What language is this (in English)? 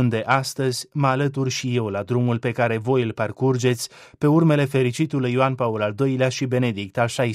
Romanian